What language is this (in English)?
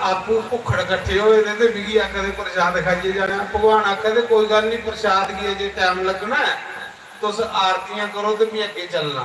Dogri